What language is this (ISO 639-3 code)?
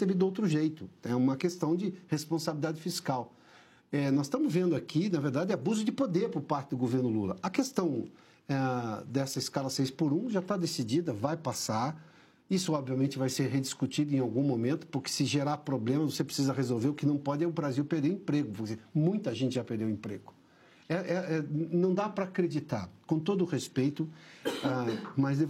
por